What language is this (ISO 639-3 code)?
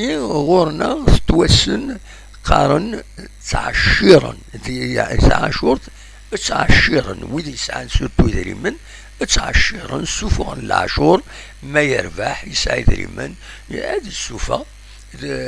kab